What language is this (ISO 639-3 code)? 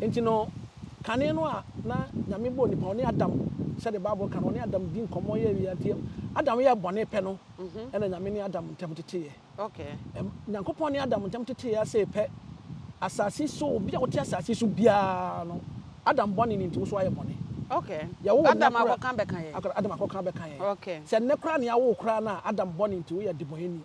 aka